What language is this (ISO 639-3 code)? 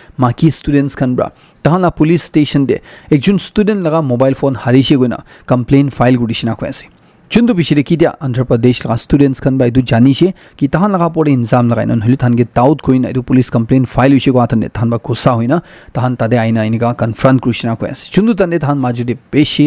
nag